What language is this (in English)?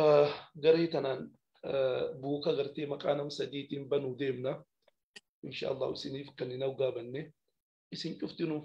Oromo